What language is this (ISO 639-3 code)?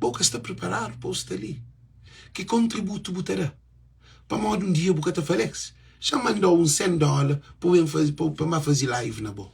kea